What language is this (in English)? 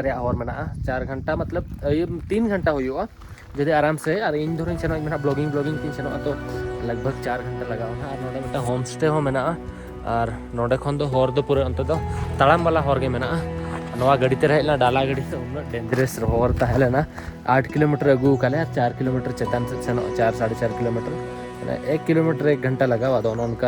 Santali